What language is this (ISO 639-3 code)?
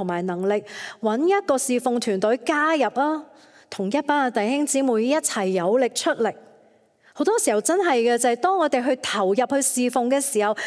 yue